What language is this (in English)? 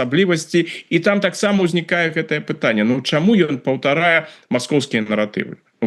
Belarusian